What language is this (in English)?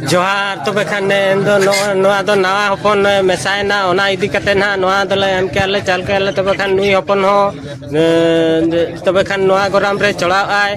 Santali